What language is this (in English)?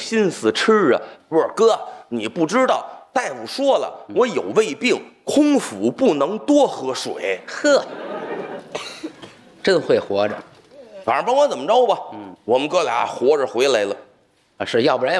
Chinese